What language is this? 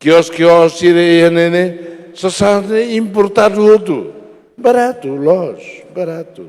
Tetum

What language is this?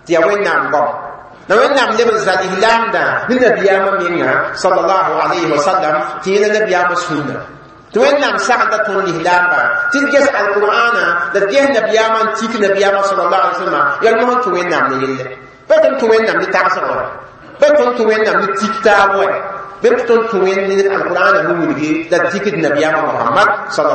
Mossi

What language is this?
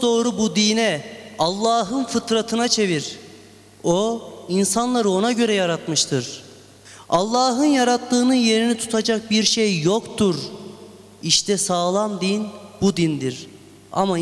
Turkish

